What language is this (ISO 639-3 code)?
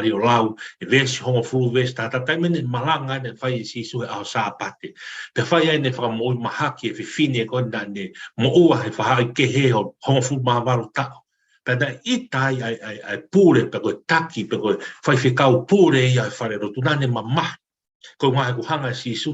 ton